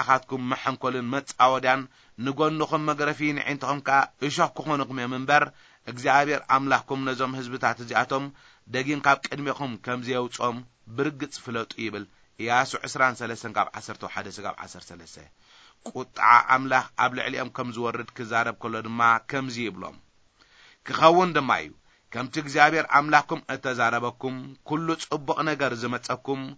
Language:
Tigrinya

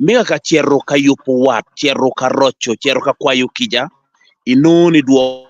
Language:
Acoli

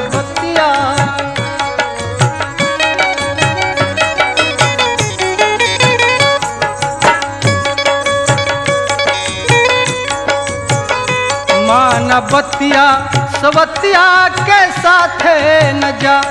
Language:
Bhojpuri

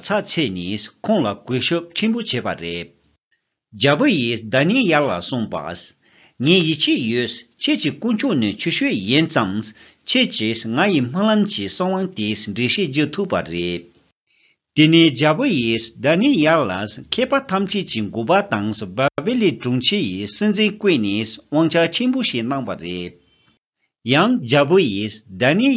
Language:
Tibetan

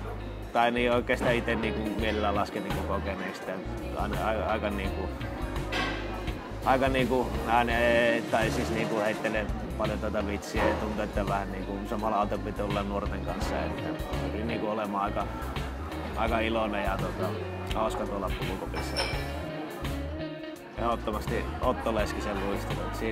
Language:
Finnish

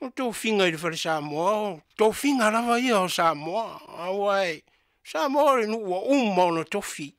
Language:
Samoan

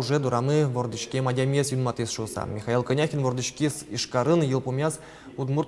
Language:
Udmurt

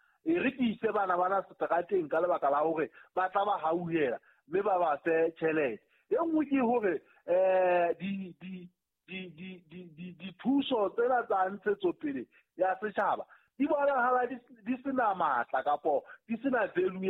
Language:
Southern Sotho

